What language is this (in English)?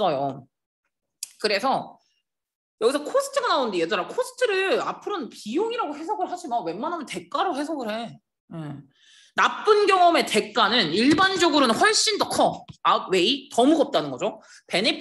Korean